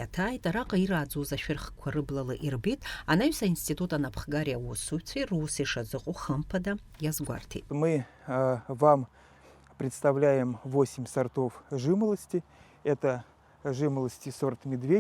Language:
Abkhazian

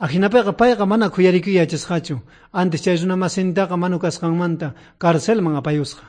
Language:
South Bolivian Quechua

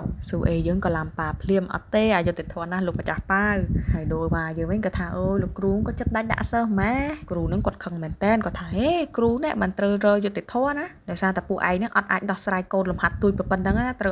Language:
Khmer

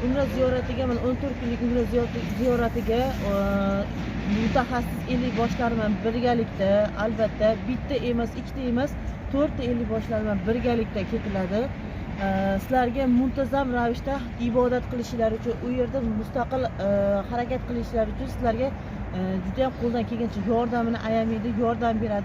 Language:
Uzbek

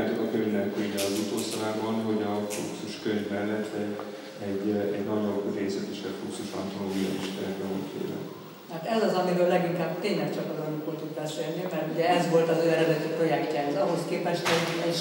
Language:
Hungarian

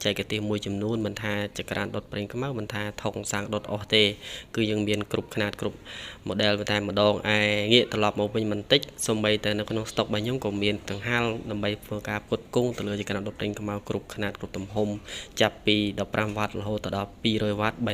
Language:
Khmer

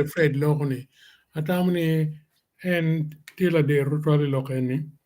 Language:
Acoli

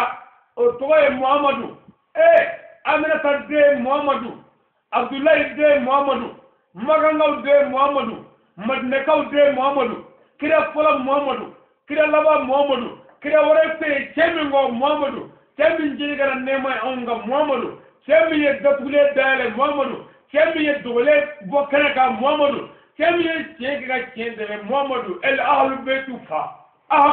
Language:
Bambara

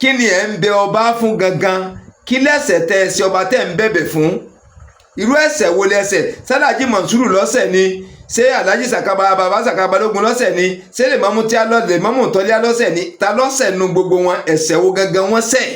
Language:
Yoruba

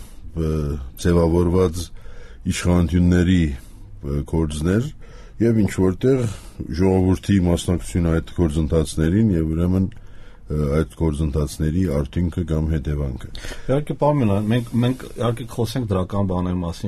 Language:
Armenian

